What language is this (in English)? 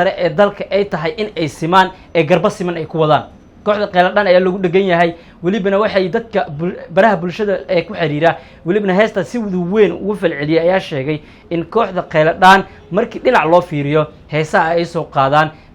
Somali